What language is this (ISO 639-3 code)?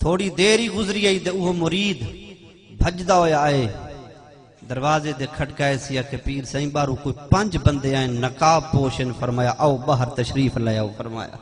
skr